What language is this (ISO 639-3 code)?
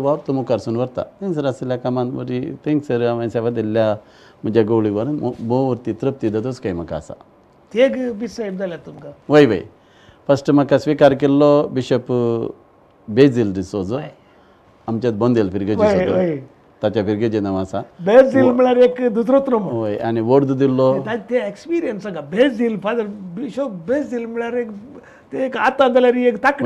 kok